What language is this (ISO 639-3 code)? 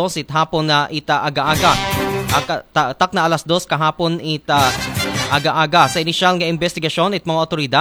akl